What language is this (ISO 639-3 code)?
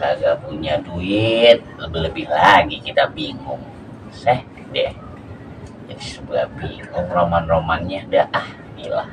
bew